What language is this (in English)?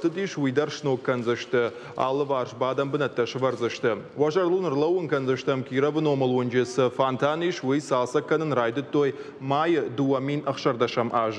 Ossetic